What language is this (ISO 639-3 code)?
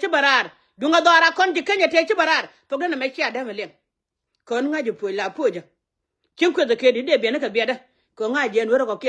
nus